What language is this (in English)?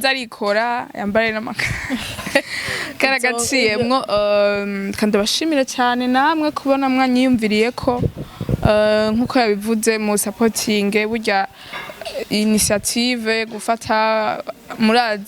Rundi